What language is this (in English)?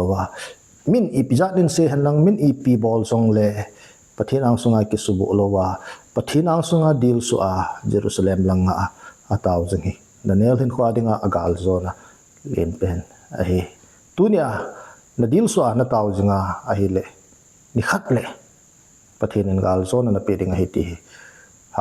Thado Chin